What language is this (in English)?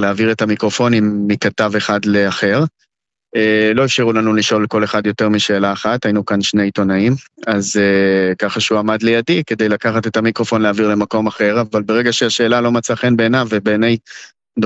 Hebrew